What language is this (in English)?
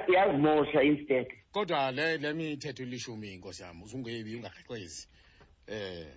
Xhosa